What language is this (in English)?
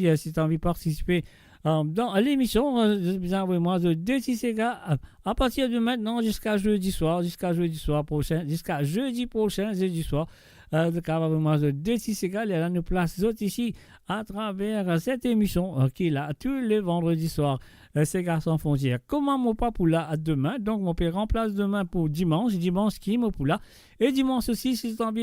Morisyen